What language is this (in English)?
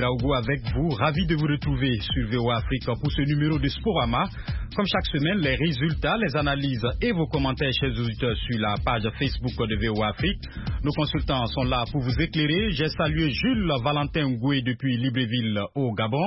French